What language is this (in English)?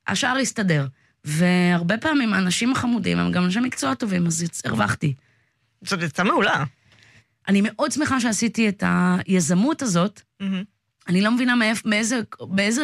Hebrew